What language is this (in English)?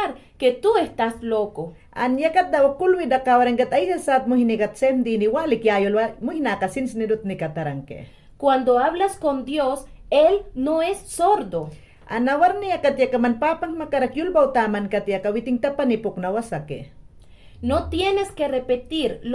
Mayangna